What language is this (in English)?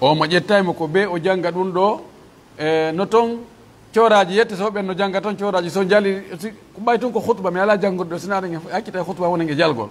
Pular